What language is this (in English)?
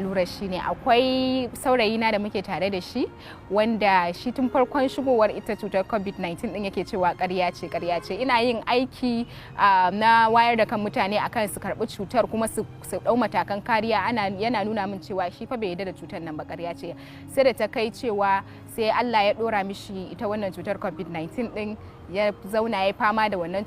Hausa